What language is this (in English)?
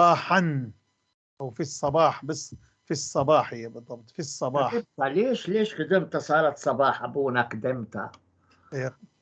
North Levantine Arabic